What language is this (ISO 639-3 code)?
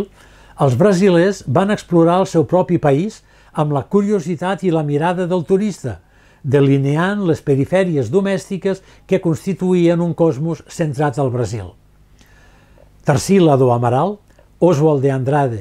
cat